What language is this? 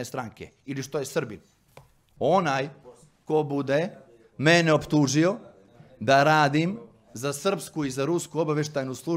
Serbian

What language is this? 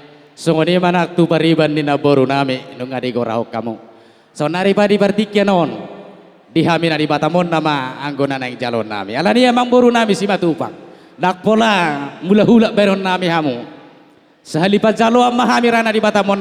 Batak Toba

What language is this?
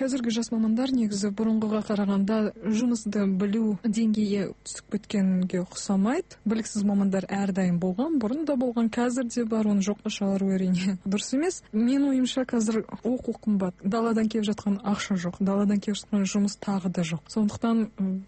Kazakh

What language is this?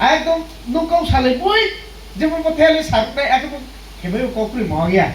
Riang (India)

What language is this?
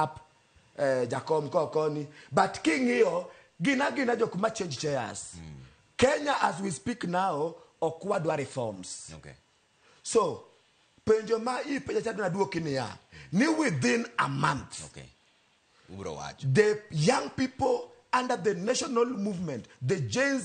Luo (Kenya and Tanzania)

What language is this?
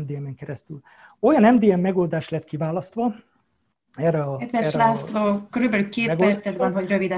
Hungarian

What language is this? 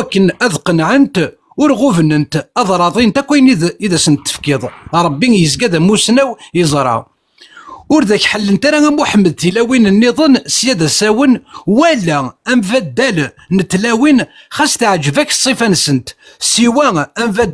Kabyle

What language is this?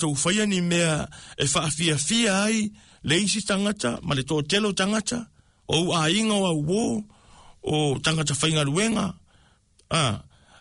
Samoan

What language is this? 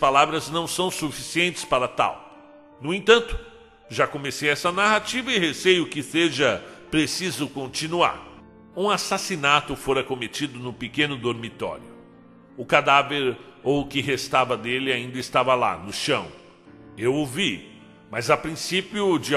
Portuguese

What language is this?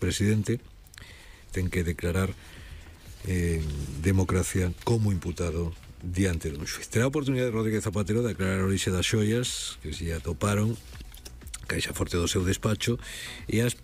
Galician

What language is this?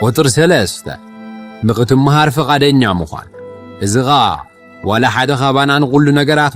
Tigrinya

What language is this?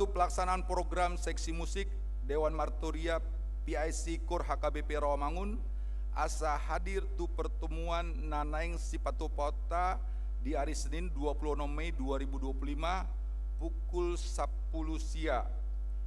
Batak Toba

